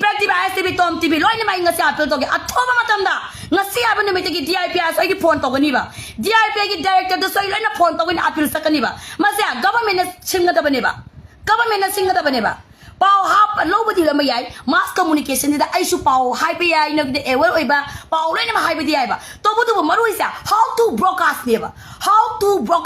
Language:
Manipuri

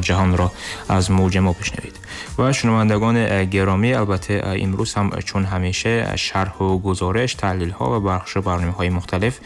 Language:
Tajik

